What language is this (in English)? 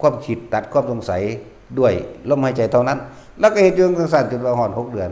Lao